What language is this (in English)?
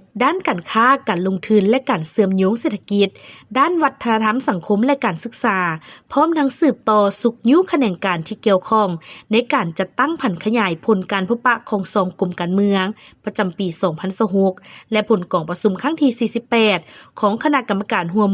Lao